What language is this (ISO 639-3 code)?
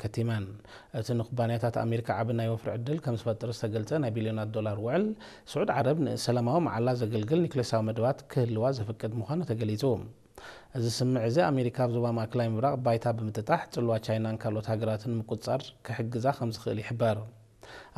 tir